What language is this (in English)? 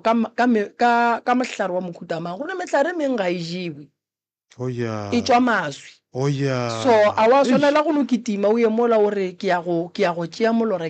Northern Sotho